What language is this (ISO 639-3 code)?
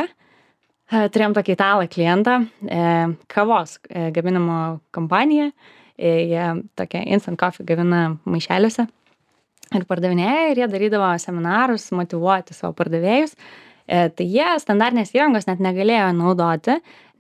lit